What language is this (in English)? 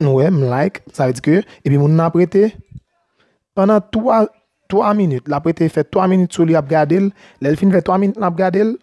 Haitian Creole